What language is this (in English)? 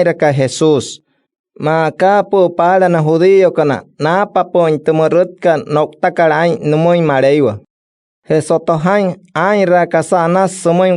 Wayuu